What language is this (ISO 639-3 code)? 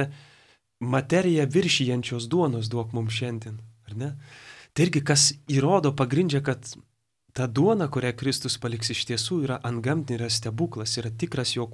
lit